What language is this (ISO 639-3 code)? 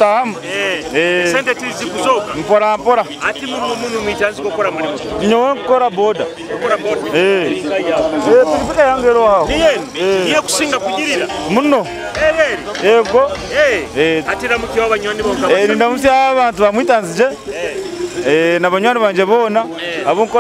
nyo